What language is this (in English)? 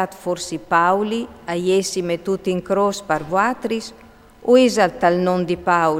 Friulian